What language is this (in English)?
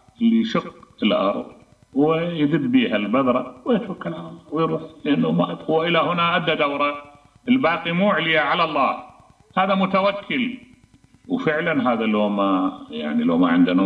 Mesopotamian Arabic